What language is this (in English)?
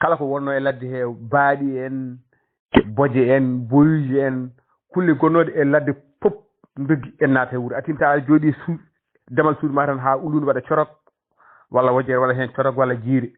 Fula